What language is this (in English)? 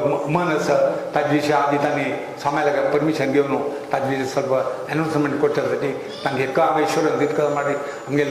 Konkani